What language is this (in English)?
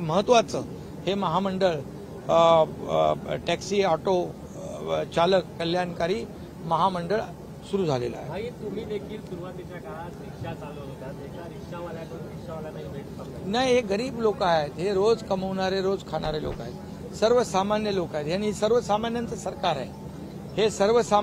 Marathi